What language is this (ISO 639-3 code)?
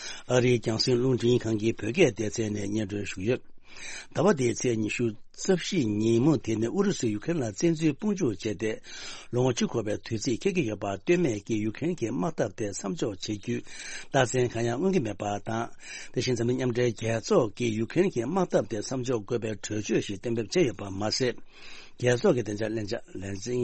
bod